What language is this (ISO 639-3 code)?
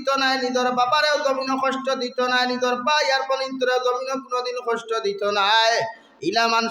syl